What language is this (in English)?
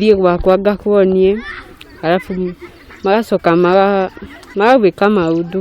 Kikuyu